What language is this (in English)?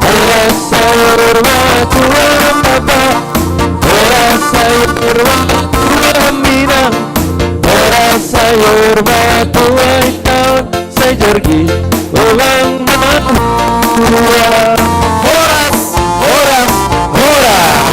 Batak Simalungun